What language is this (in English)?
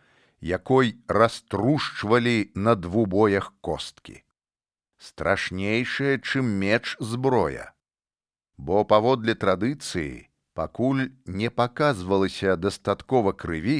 Belarusian